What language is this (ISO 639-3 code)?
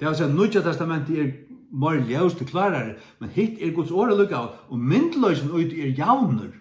fao